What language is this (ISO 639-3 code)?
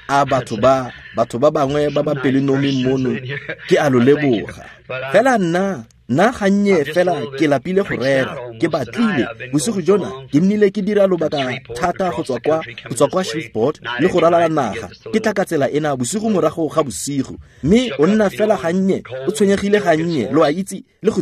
tsn